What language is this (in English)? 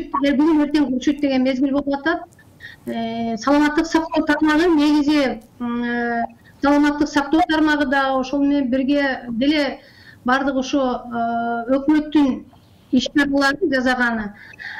Kyrgyz